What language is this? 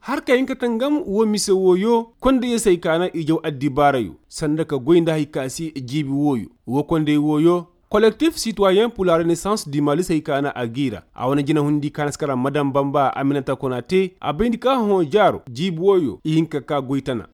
Koyraboro Senni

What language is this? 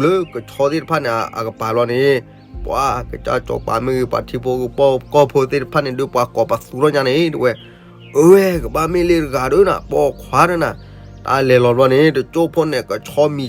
S'gaw Karen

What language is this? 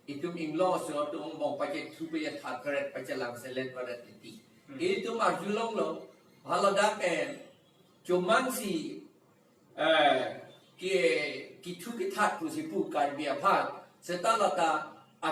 Karbi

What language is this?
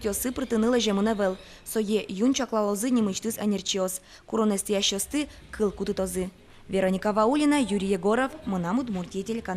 Udmurt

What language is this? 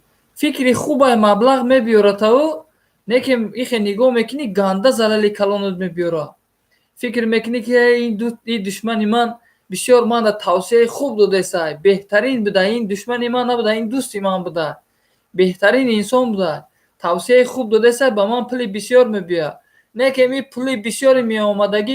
Tajik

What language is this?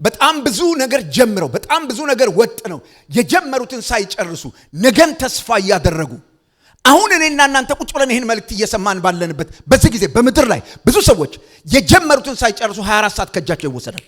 Amharic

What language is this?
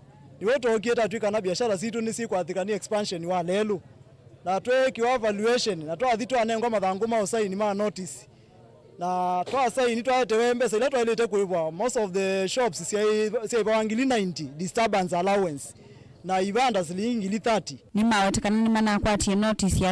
Kamba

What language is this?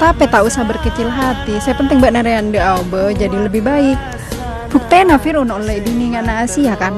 Madurese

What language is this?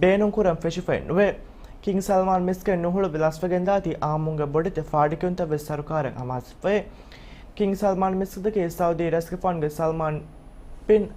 Divehi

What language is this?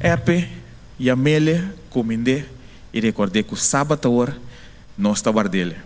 Papiamento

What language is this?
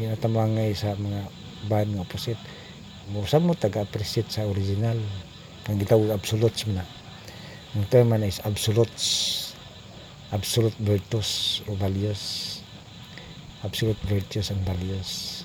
Cebuano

